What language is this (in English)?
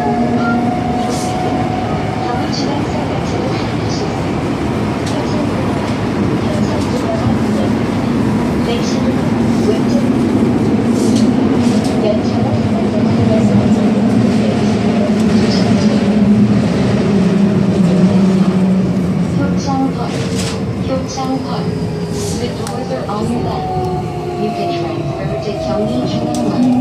Korean